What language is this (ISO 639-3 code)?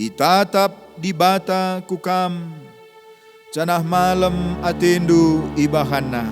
btx